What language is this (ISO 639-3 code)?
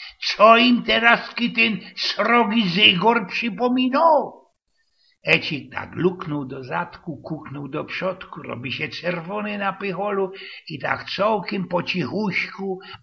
szl